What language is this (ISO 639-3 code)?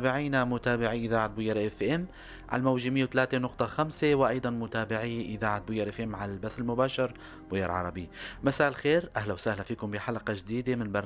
apc